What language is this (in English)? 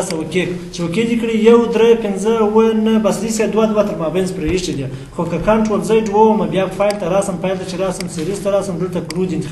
Pashto